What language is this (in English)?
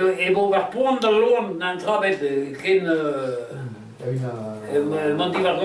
Breton